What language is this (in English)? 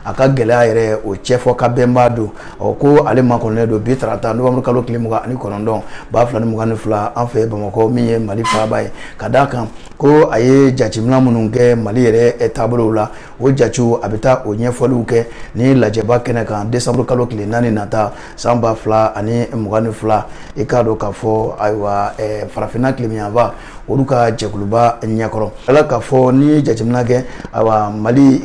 Bambara